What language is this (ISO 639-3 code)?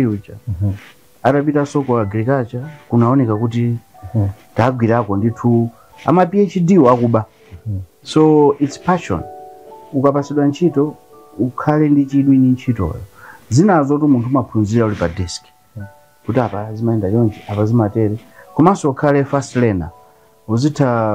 nya